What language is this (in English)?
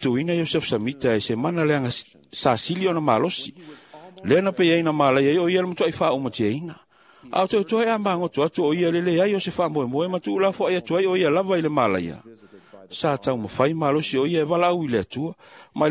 Samoan